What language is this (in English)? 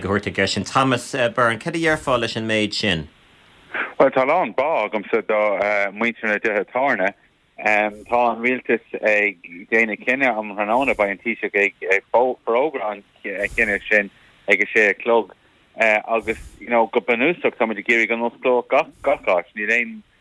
Irish